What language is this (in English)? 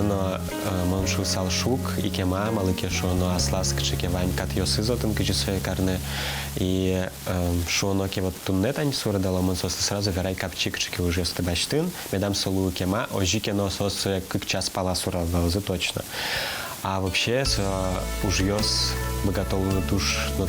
Udmurt